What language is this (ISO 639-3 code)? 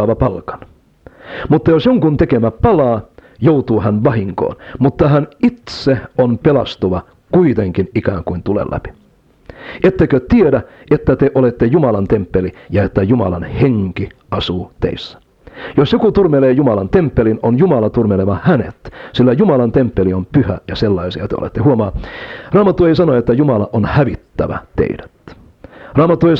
fin